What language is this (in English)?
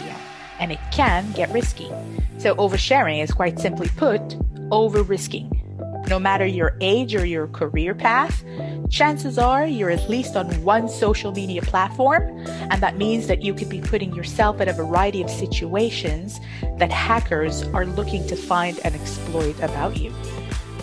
English